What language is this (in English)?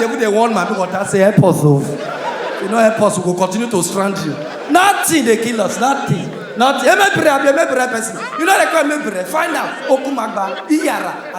Nigerian Pidgin